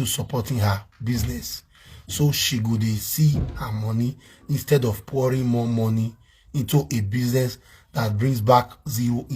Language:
Nigerian Pidgin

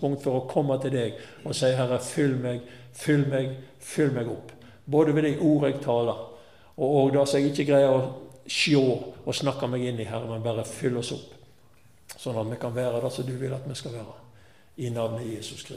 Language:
Norwegian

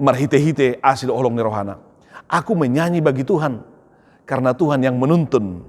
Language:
Batak Toba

